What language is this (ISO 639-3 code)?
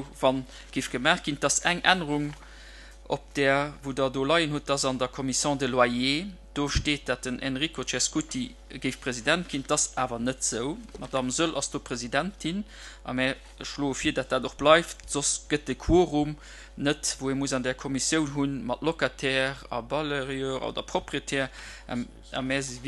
ltz